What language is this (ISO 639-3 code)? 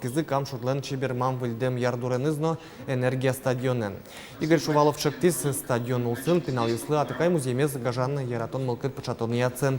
udm